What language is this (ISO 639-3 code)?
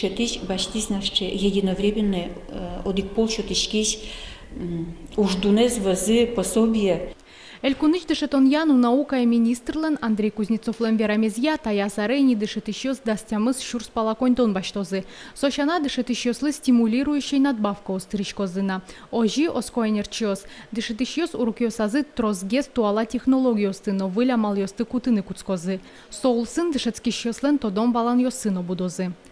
udm